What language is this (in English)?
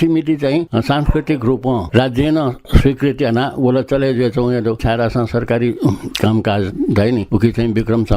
Newari